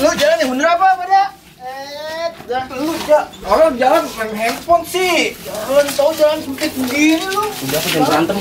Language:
Betawi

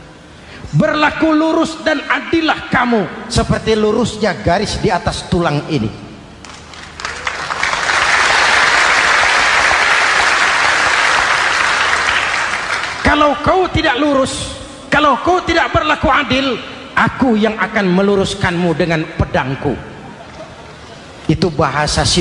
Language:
Indonesian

